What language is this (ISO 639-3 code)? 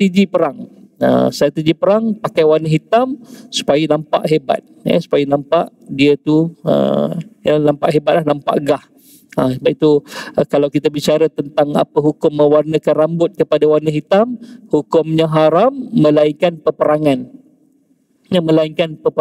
msa